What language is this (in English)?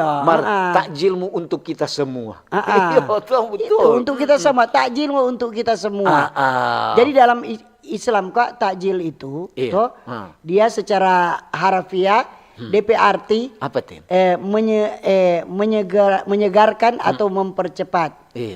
Manado Malay